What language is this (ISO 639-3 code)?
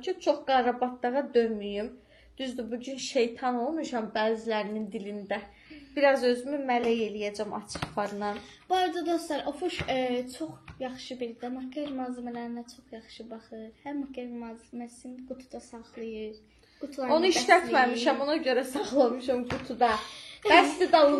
aze